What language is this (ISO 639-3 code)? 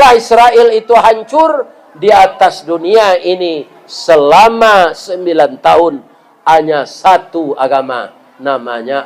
min